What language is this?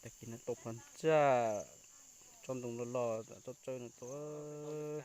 Hmong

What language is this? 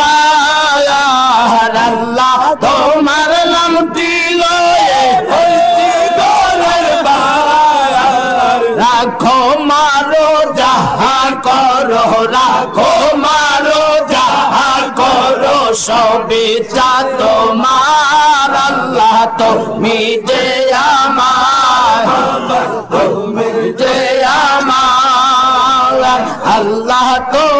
Bangla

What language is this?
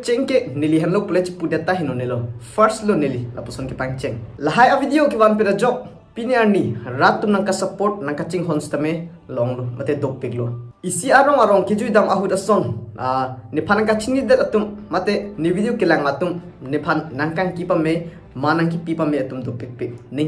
Karbi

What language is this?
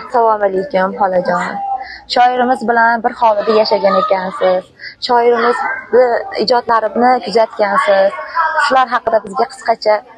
Uzbek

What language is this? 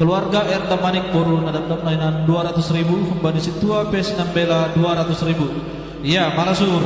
Batak Simalungun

